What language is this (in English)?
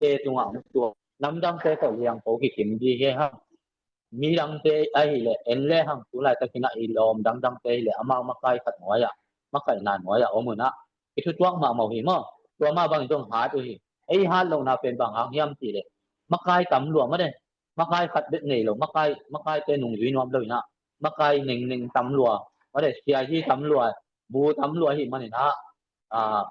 Tedim Chin